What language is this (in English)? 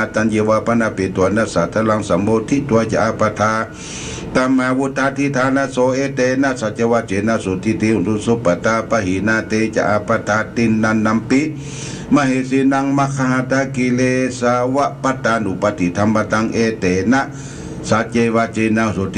Pali